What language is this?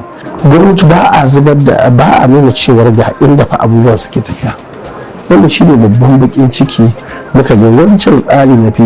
Hausa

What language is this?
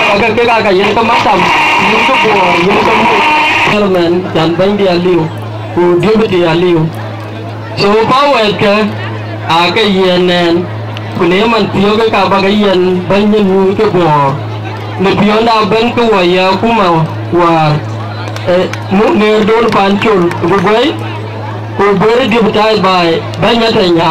Dinka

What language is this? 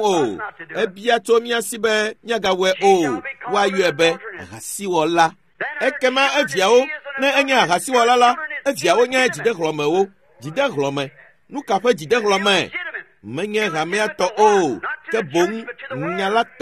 Ewe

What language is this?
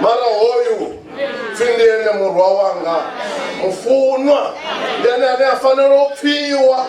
Venda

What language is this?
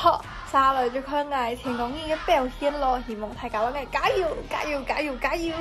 Hakka Chinese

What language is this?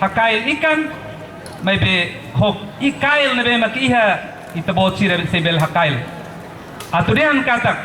Tetum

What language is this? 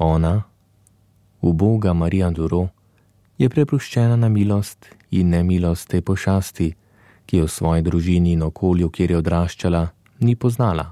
Slovenian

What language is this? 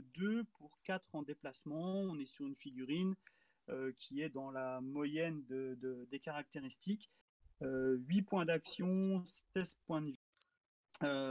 French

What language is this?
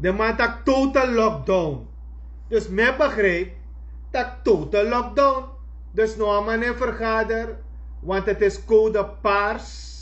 Sranan Tongo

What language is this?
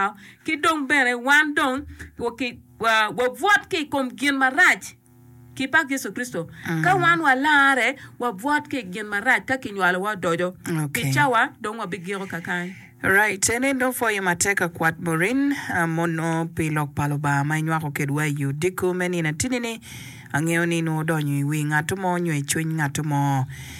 Acoli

